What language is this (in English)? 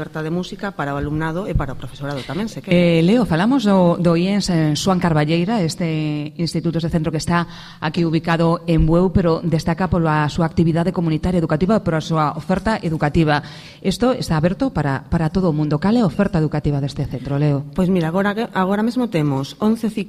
Galician